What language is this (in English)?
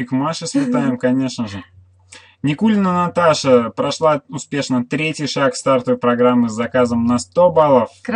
Russian